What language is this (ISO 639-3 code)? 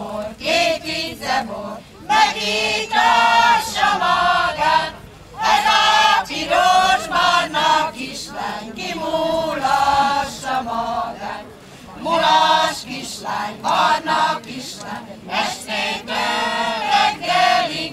hun